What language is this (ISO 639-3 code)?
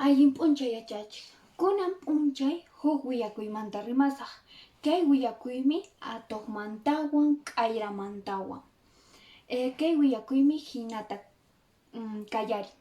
que